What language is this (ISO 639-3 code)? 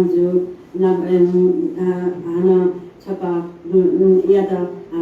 new